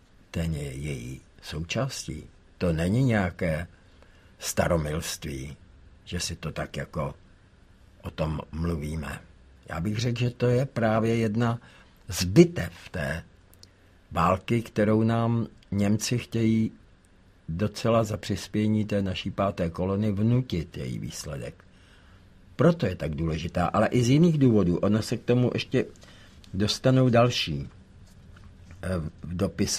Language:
Czech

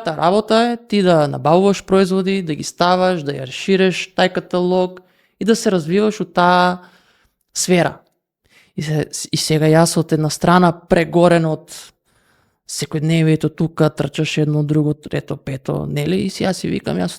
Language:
Macedonian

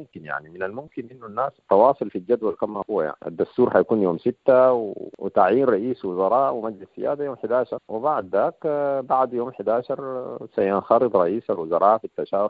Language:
Sudanese Arabic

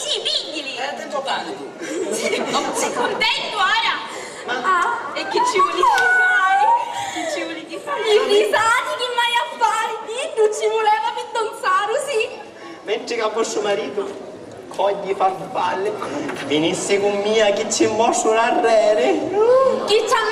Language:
Sicilian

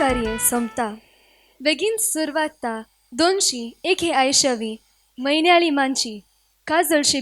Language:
Konkani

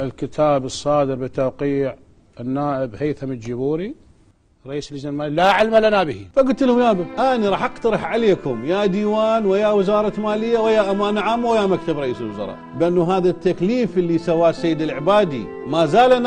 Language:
Mesopotamian Arabic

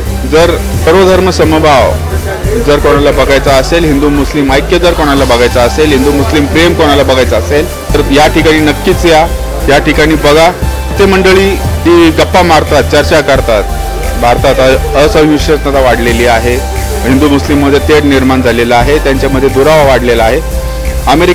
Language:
Marathi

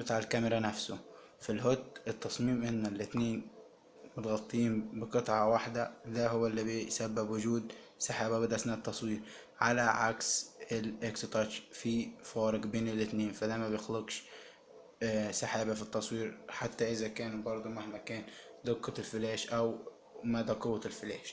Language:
Egyptian Arabic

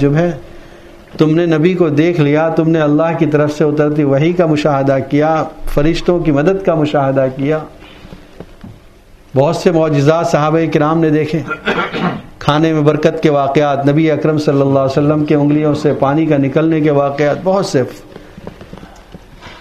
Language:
Urdu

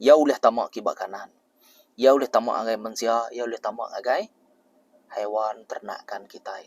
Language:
Iban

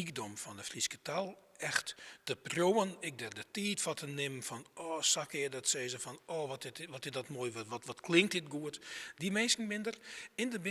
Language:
Western Frisian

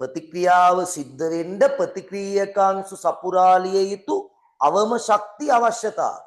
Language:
Sinhala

